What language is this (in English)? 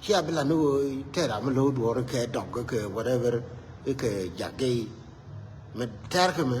Nuer